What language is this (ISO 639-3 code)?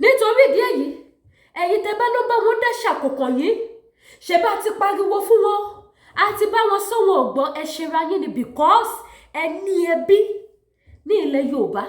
yor